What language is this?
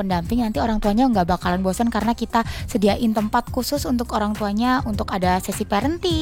Indonesian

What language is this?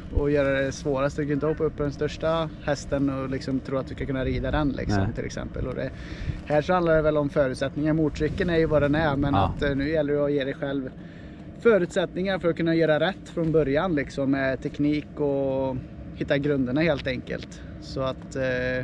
Swedish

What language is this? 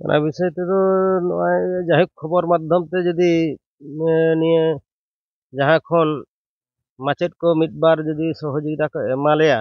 Santali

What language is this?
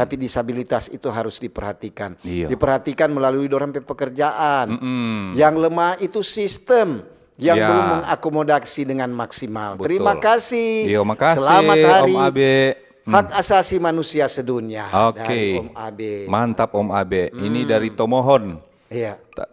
Manado Malay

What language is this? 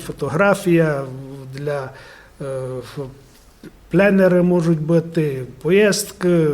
Rusyn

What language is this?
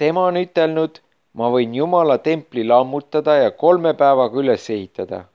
Estonian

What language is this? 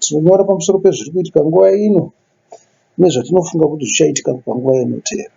Shona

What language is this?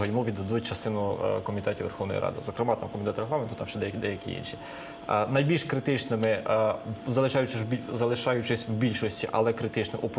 Ukrainian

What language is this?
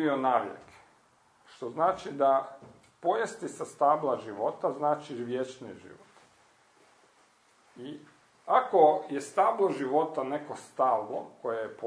Croatian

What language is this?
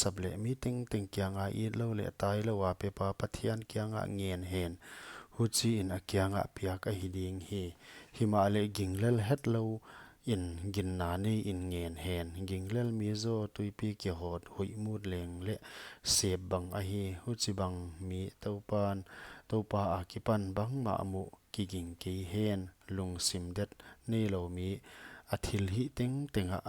Paite Chin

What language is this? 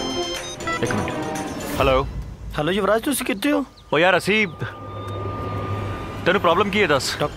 Punjabi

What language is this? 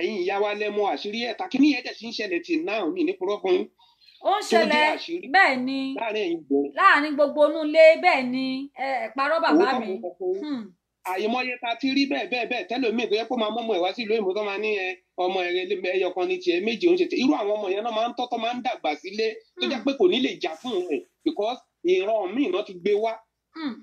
Yoruba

